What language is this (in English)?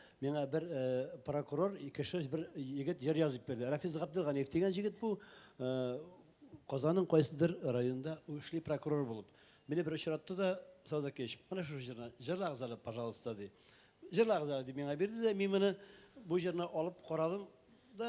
Tatar